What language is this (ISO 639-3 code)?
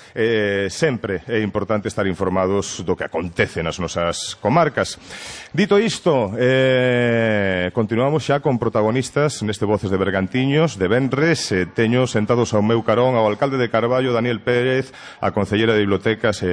glg